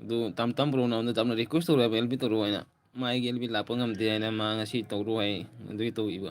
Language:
Manipuri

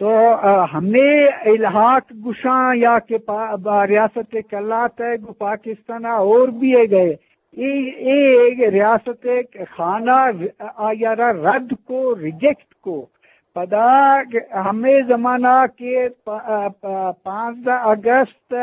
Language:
Eastern Balochi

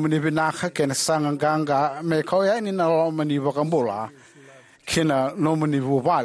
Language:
Fijian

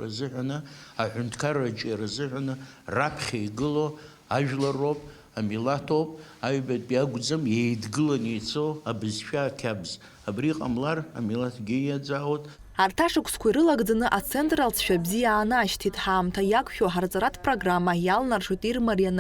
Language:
Abkhazian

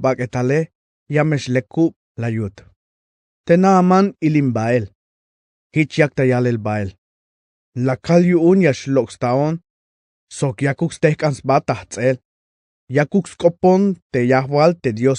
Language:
Tzeltal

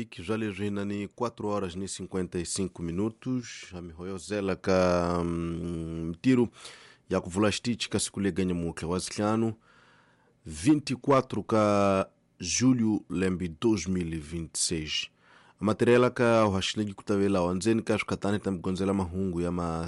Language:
Tsonga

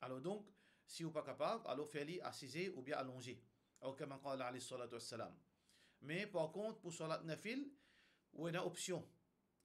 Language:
Morisyen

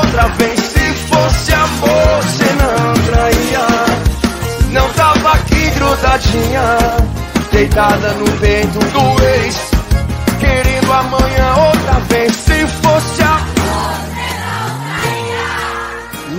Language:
Portuguese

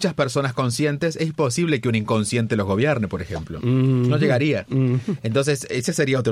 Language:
Spanish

